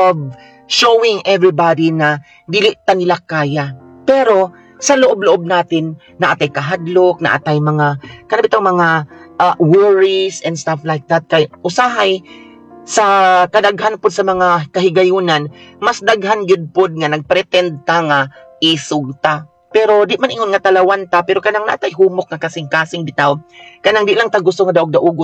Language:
Cebuano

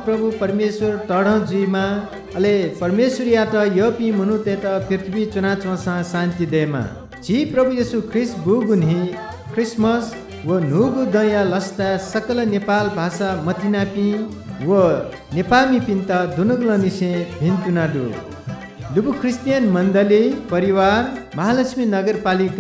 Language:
Newari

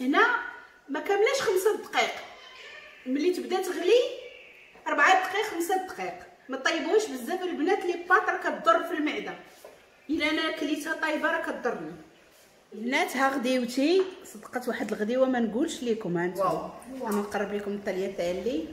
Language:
Moroccan Arabic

